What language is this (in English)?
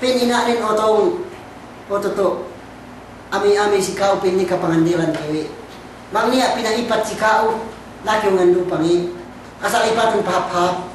Yakan